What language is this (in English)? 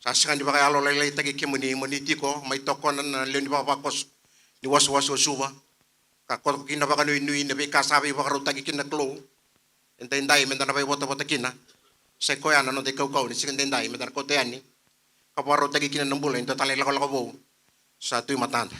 Fijian